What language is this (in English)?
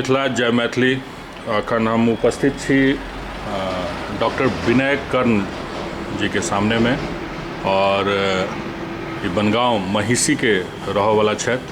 Maithili